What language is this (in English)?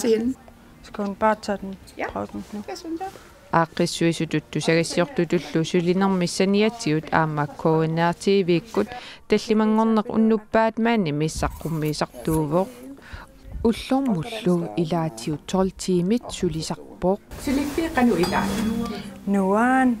Kalaallisut